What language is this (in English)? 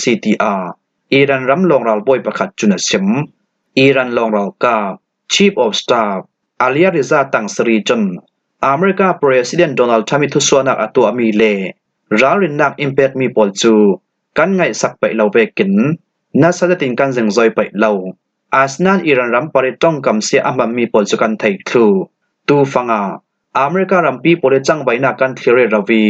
Falam Chin